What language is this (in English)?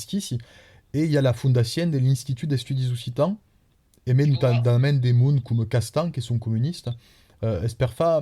Occitan